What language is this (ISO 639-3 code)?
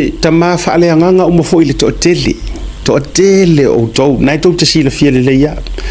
smo